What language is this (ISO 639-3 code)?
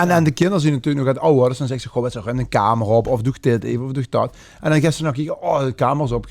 lim